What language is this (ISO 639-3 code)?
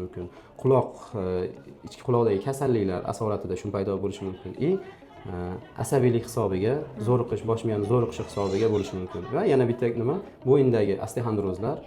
uzb